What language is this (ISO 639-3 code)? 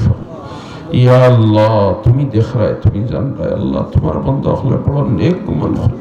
syl